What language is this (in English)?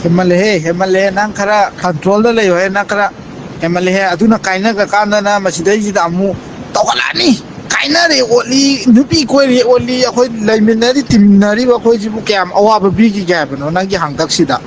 Manipuri